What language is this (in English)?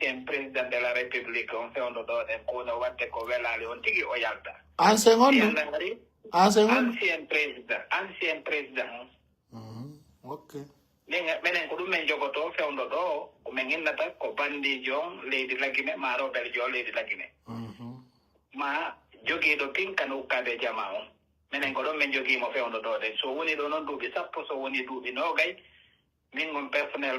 Pular